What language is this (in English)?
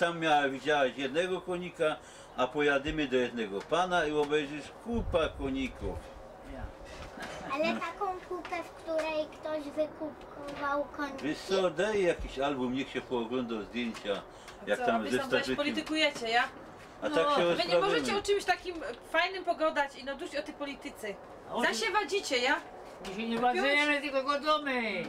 Silesian